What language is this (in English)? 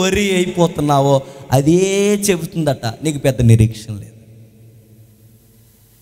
Telugu